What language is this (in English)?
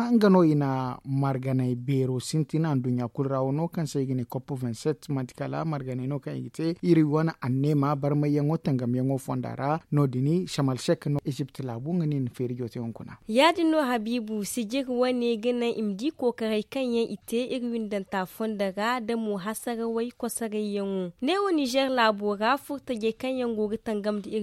Zarma